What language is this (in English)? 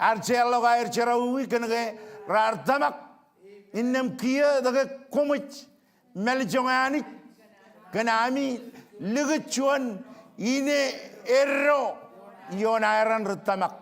Marshallese